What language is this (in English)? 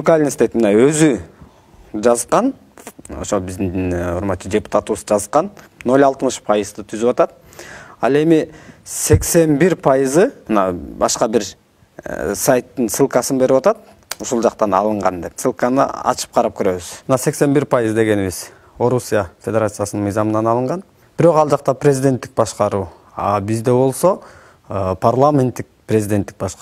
Kyrgyz